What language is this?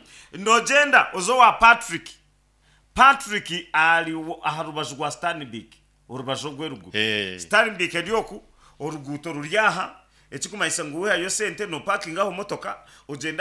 Nyankole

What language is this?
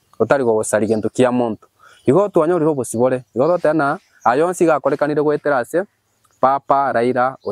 Gusii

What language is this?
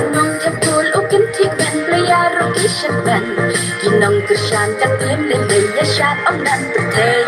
Khasi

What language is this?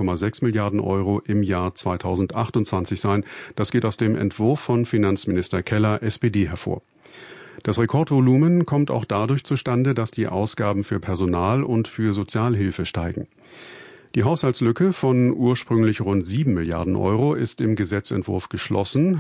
German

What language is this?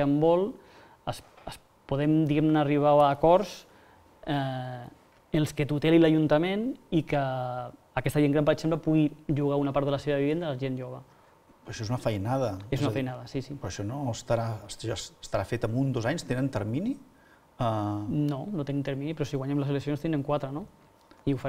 Catalan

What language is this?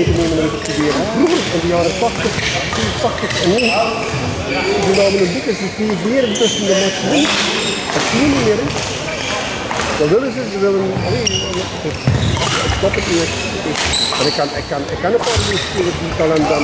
Dutch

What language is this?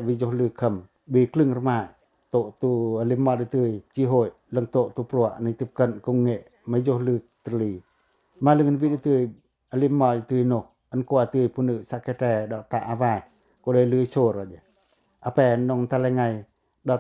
Pacoh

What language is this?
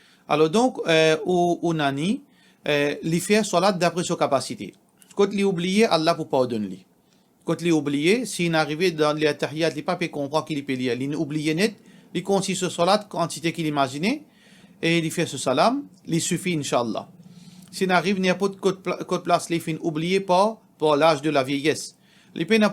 Morisyen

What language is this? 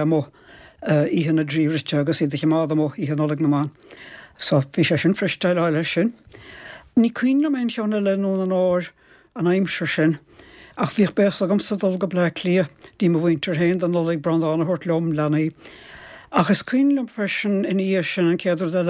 Irish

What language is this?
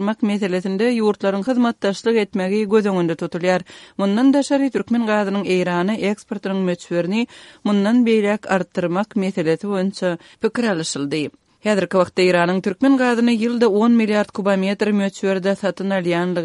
Kyrgyz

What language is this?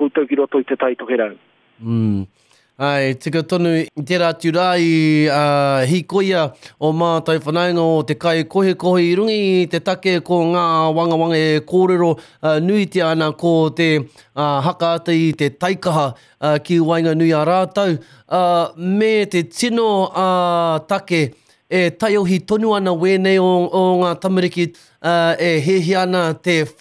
Māori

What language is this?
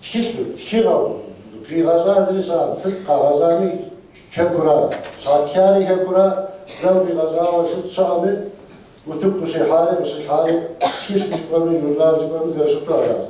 Kabardian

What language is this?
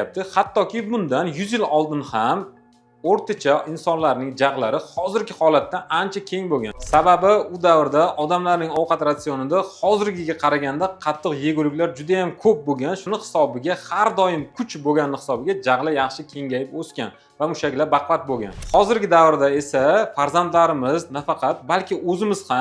Uzbek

